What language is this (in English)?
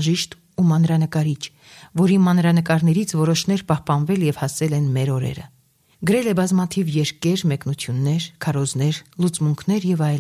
Armenian